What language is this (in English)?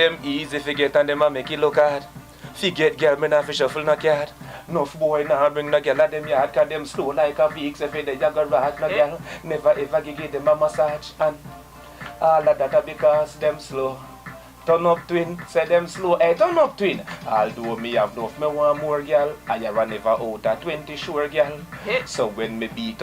Jamaican Creole English